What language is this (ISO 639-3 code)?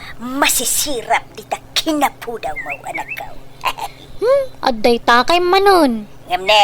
ilo